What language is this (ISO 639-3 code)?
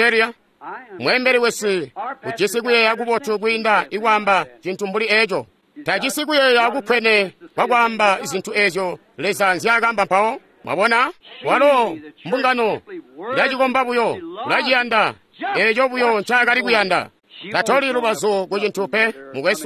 toi